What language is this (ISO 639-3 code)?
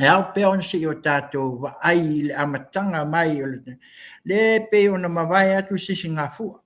smo